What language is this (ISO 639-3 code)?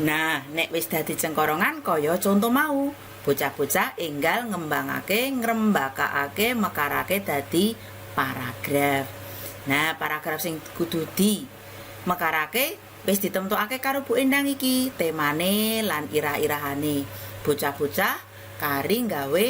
jav